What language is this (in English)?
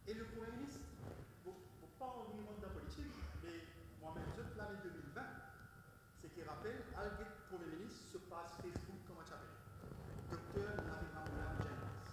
Morisyen